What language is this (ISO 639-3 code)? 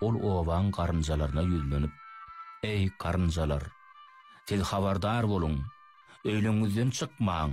tuk